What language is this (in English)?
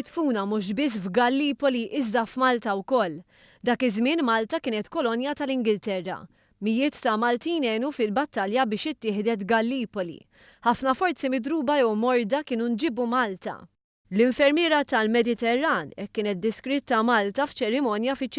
Maltese